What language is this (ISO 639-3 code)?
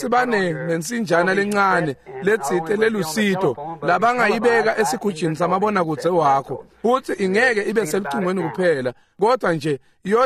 ssw